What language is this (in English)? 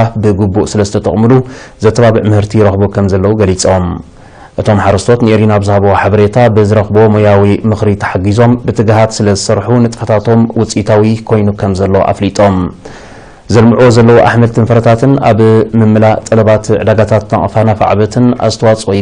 Tigrinya